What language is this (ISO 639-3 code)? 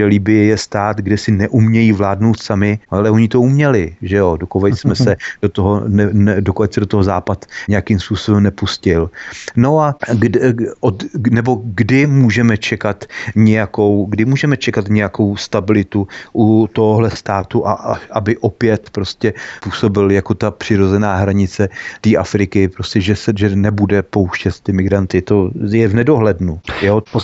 ces